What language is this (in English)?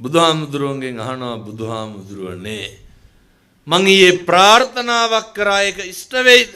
Sinhala